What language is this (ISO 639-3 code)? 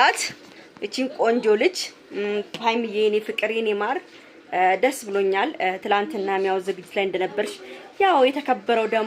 amh